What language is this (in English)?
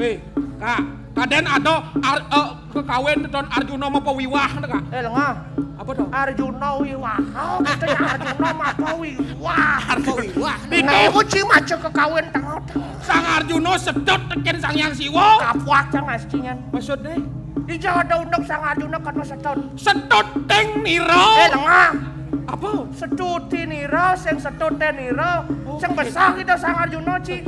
Balinese